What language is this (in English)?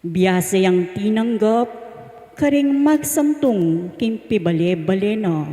Pampanga